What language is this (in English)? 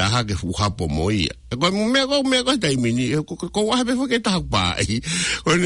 Tongan